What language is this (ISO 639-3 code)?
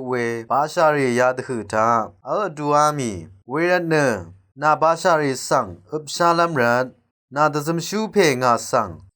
raw